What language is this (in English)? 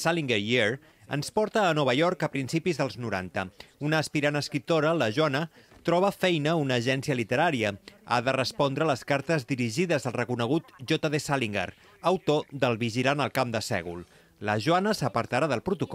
Catalan